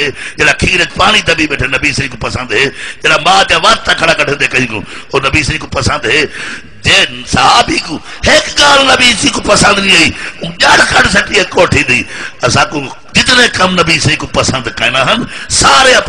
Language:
Saraiki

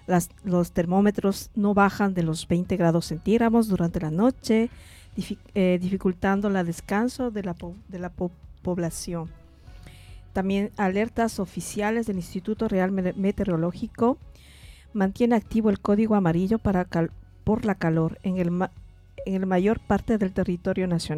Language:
Spanish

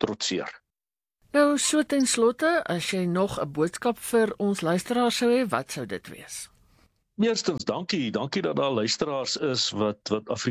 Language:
Afrikaans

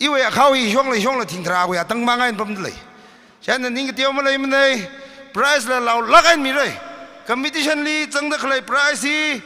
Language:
Tangkhul Naga (India)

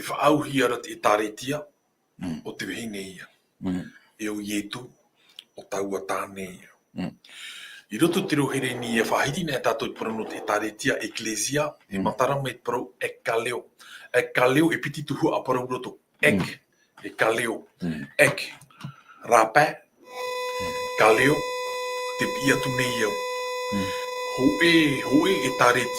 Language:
Tahitian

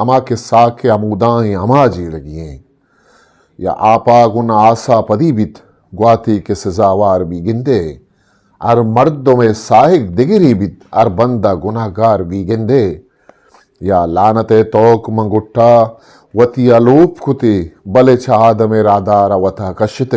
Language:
Eastern Balochi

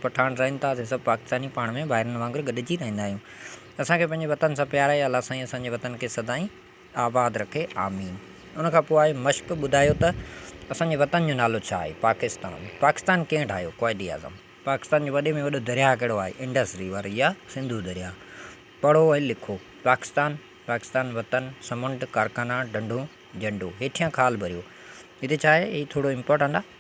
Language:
Sindhi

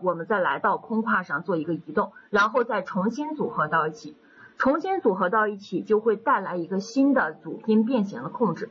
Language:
Chinese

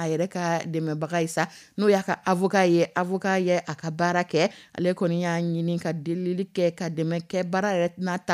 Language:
Dyula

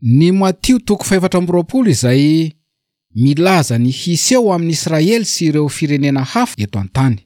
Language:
Malagasy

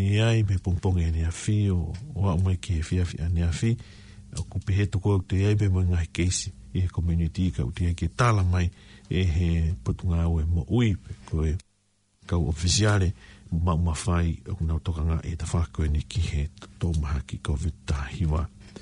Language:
Tongan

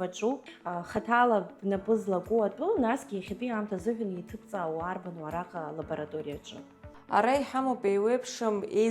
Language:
Abkhazian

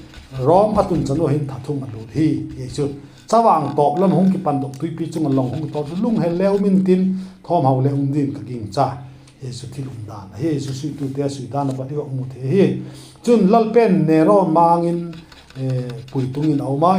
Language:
Vaiphei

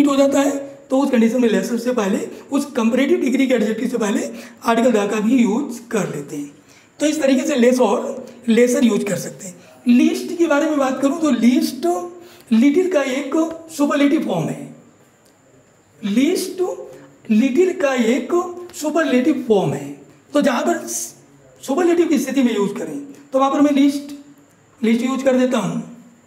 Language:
Hindi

